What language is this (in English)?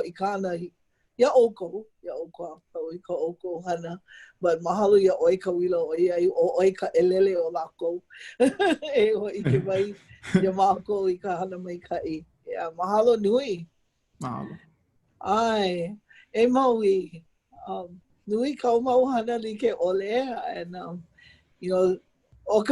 Hawaiian